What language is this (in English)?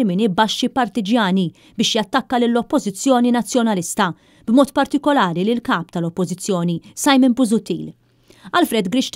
Maltese